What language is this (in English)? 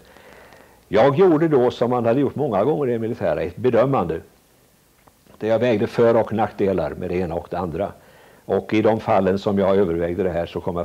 Swedish